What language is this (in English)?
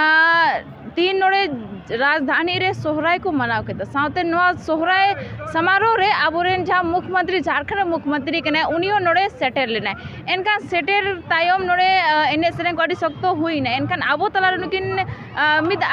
Santali